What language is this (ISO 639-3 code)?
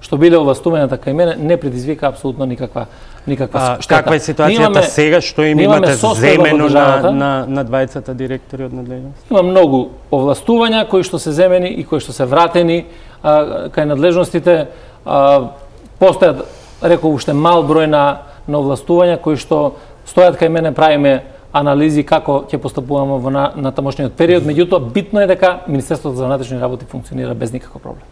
mkd